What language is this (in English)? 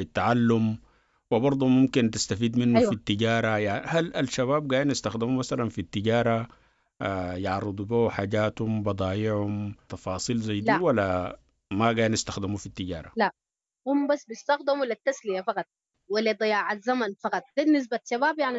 Sudanese Arabic